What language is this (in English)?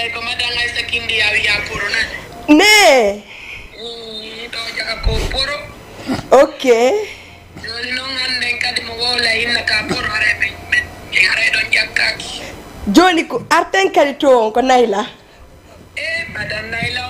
Fula